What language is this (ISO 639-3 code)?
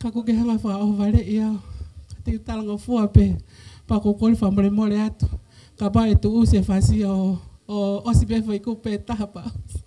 ton